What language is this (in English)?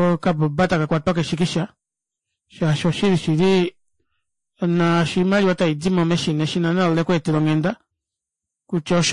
Kuanyama